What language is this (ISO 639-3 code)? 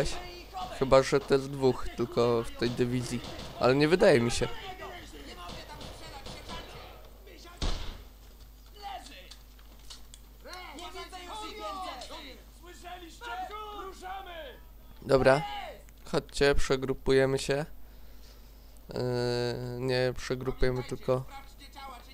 pol